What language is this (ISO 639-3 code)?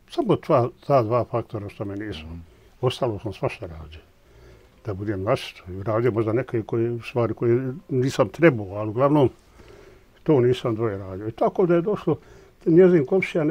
bos